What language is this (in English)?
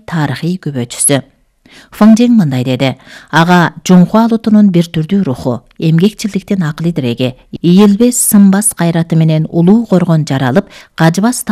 Kyrgyz